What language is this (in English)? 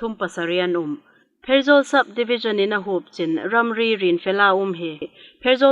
Hmar